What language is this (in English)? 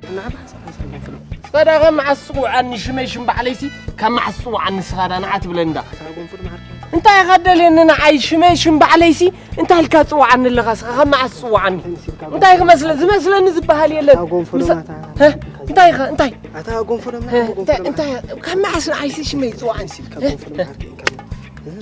Tigrinya